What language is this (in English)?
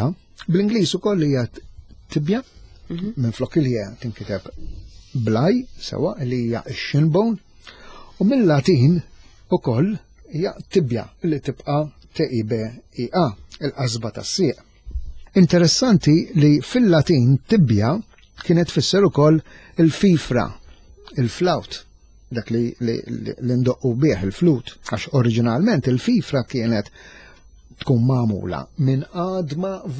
Maltese